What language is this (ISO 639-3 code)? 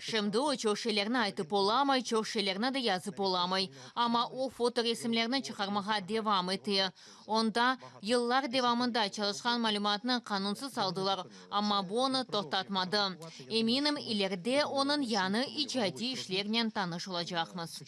crh